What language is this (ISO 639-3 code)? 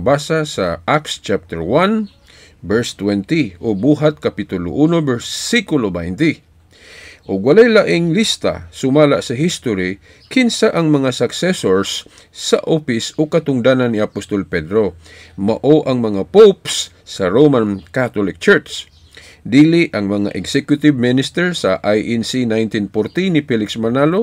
ceb